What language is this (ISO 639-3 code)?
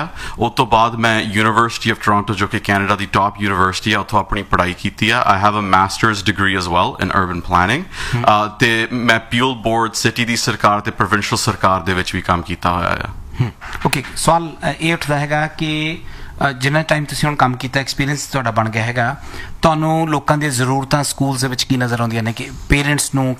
pan